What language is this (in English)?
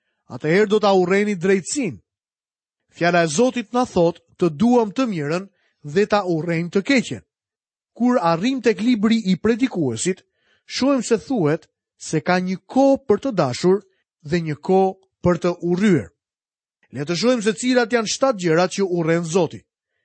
Albanian